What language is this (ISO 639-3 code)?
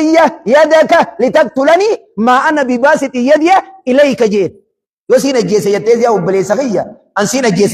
orm